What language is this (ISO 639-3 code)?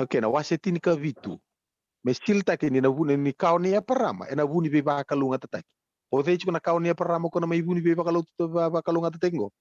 fij